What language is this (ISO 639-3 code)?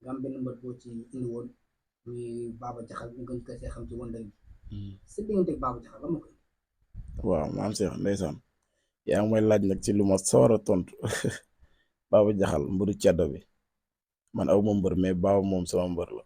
wol